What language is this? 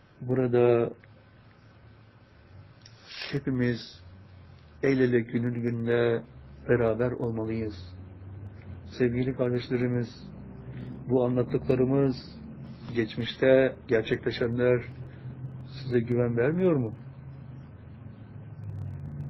Turkish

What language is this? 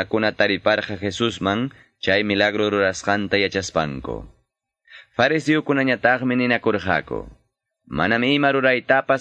Quechua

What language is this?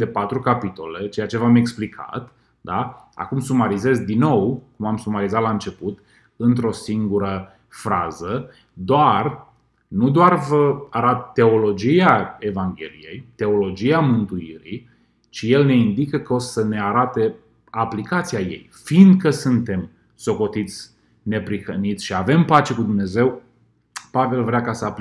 Romanian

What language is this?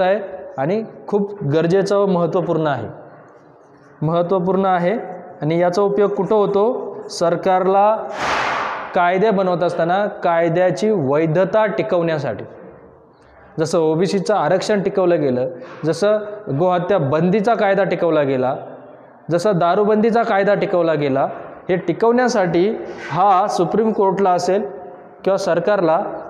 Marathi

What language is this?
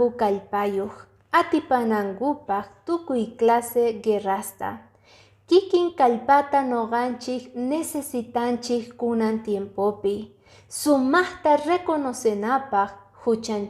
Quechua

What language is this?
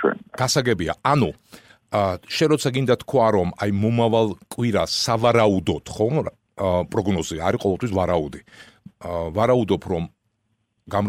Georgian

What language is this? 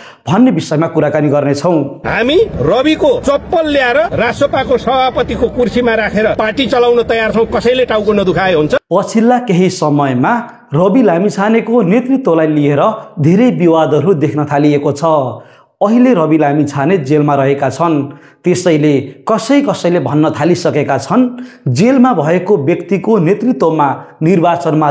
Nepali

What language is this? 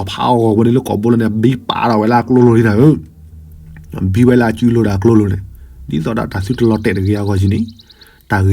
S'gaw Karen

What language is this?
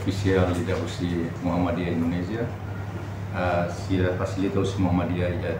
Tetum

